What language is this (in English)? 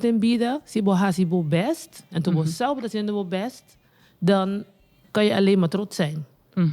Papiamento